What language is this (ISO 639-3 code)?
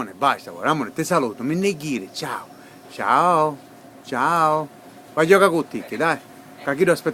scn